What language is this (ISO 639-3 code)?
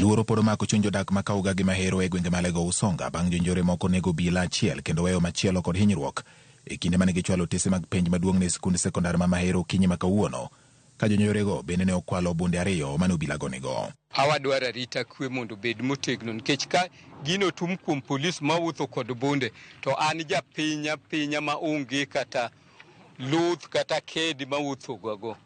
luo